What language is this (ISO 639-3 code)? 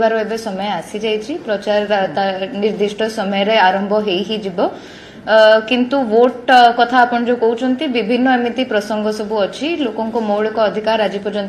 ori